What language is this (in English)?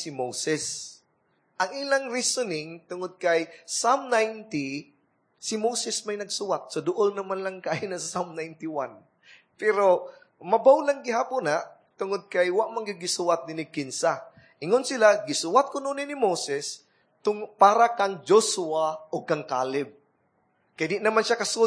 Cebuano